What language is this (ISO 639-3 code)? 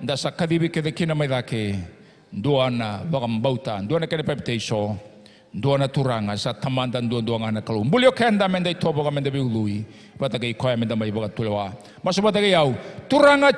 fij